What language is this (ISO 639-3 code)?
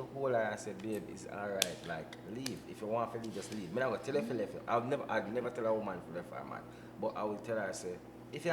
jam